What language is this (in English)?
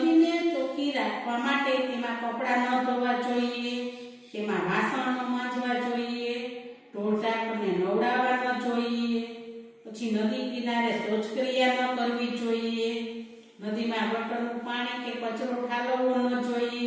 Gujarati